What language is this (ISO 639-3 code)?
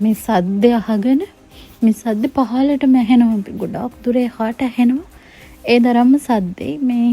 sin